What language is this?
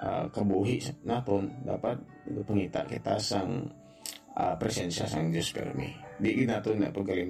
Hiligaynon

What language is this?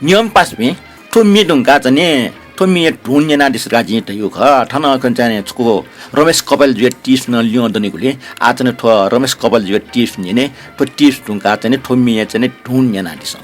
Newari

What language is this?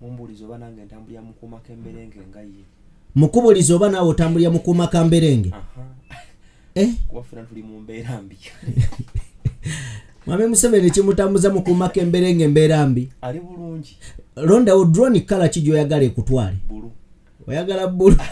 Ganda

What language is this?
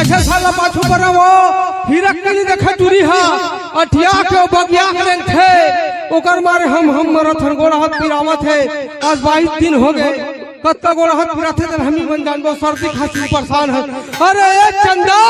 Chhattisgarhi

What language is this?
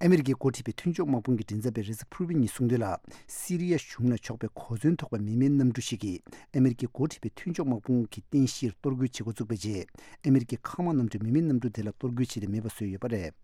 Tibetan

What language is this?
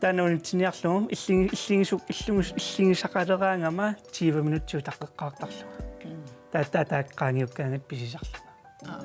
Kalaallisut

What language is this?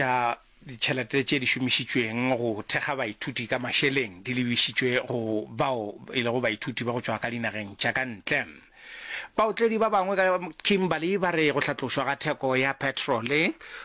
Northern Sotho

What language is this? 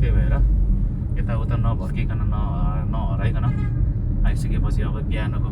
Nepali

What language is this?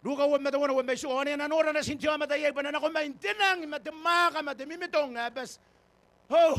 Gilbertese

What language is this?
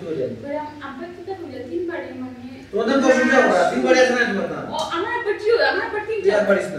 Sylheti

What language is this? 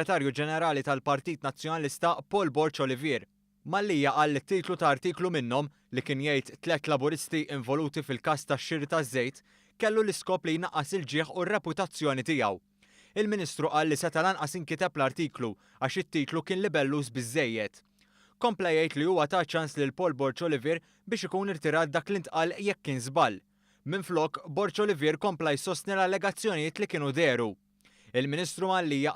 Maltese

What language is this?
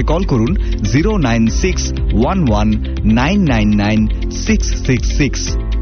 Bangla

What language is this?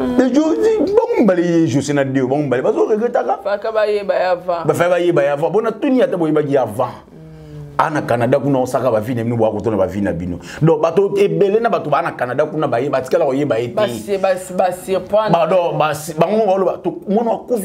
Lingala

